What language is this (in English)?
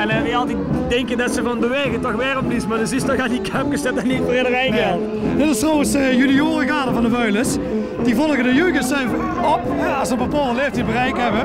Limburgish